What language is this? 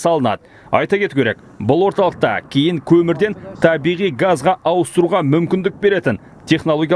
Kazakh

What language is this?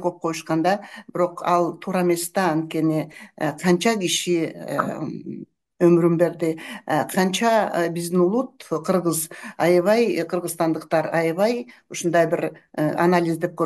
Kyrgyz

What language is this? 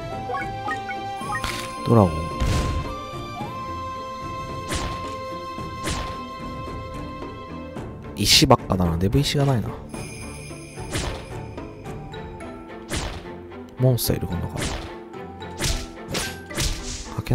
Japanese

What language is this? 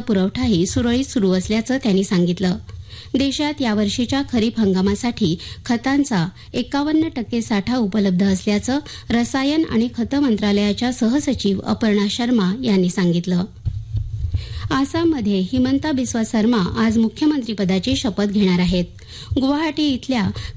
Marathi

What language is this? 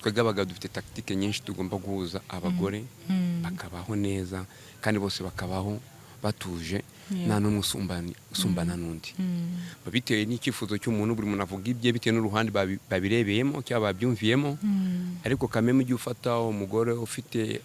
Kinyarwanda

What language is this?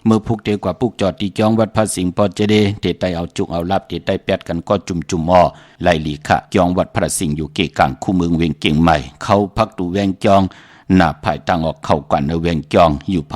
Shan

